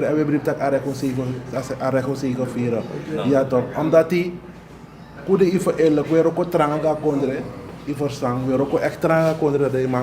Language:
Sranan Tongo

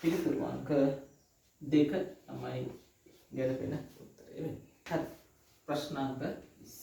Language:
Sinhala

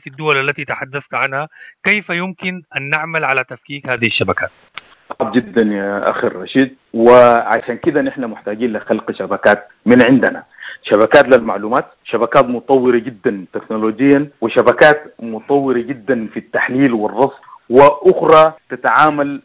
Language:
Sudanese Arabic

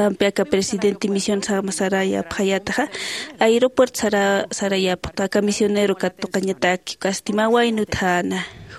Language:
Aymara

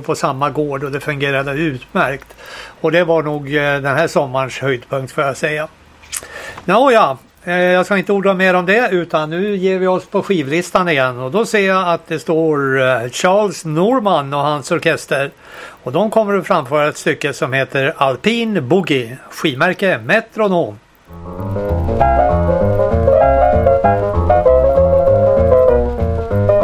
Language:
Swedish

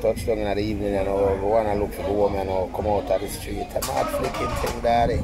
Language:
Jamaican Creole English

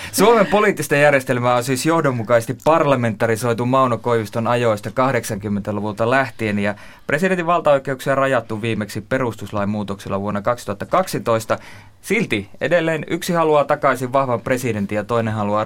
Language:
Finnish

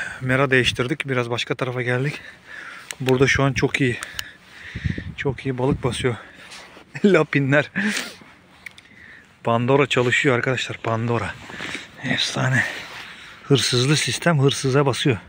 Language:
Turkish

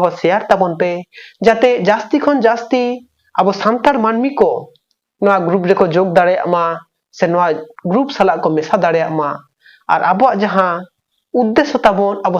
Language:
Santali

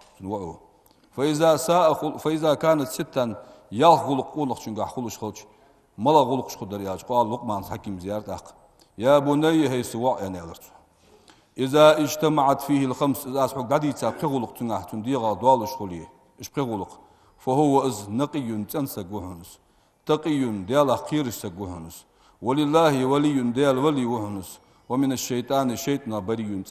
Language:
Ingush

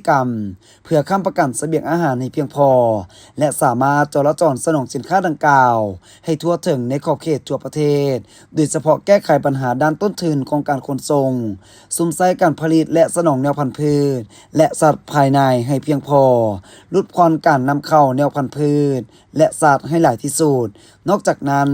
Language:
Lao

